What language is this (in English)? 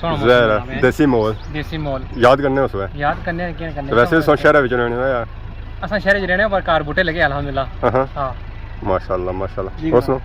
Pahari-Potwari